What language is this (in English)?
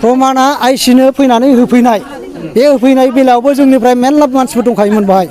Bodo